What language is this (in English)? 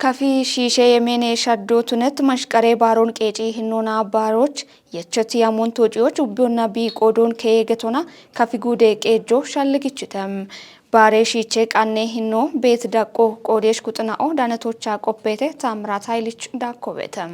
Kafa